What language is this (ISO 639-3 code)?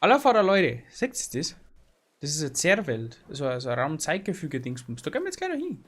bar